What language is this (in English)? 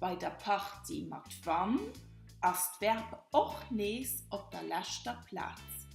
Luxembourgish